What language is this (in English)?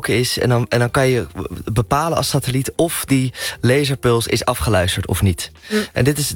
Dutch